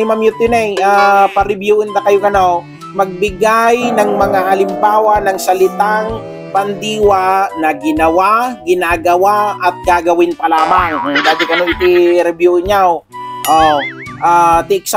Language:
Iloko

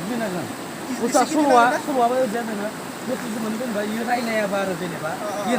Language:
Bodo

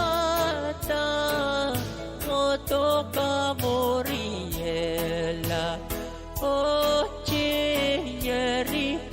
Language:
Pohnpeian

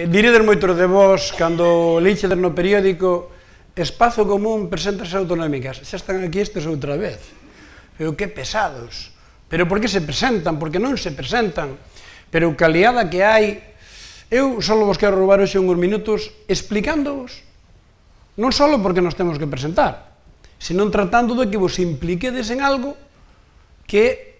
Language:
Galician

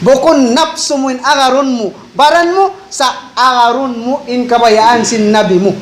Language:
Tausug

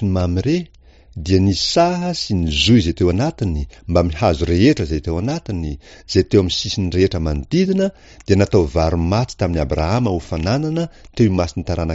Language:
Malagasy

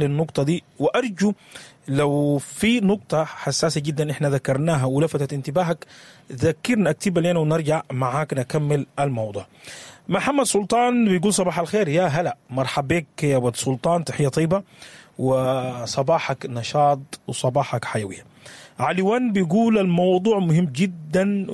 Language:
Sudanese Arabic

